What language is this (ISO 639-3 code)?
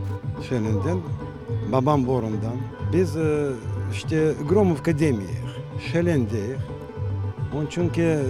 crh